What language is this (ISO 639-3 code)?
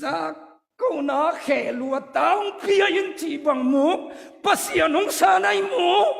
ctd